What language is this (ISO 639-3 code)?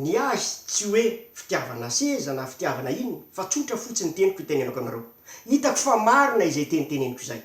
mlg